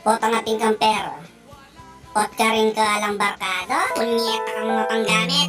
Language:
Pampanga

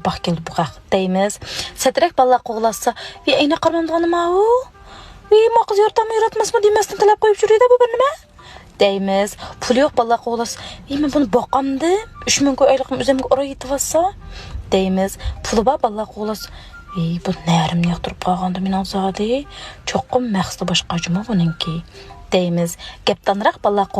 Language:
Uyghur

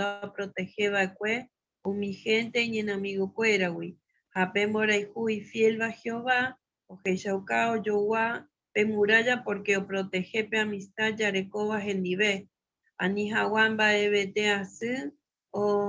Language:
Guarani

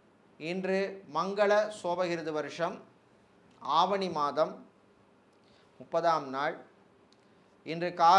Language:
Tamil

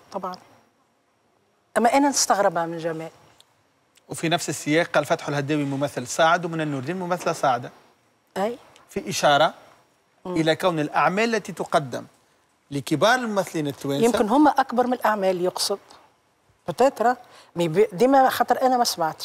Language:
Tunisian Arabic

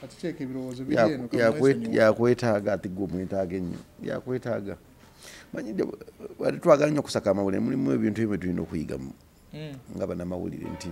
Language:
Ganda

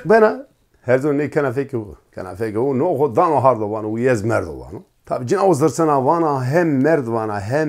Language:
Zaza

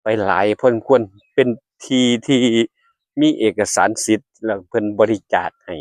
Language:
Northeastern Thai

